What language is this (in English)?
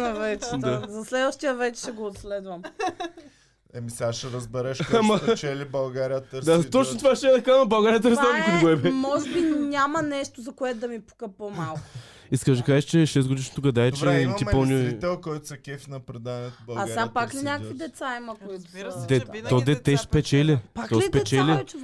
Bulgarian